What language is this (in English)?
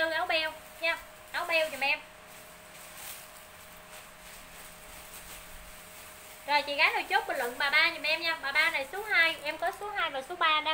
Vietnamese